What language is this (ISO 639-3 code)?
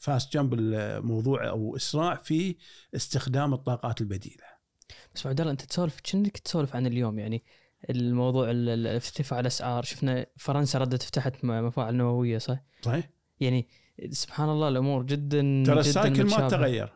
afb